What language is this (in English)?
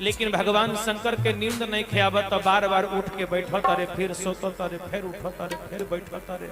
Magahi